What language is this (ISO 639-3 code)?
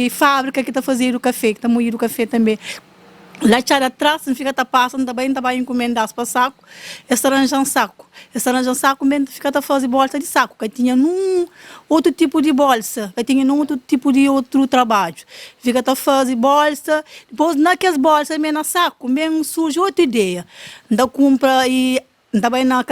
kea